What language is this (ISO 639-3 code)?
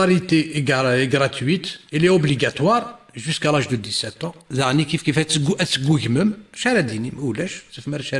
kab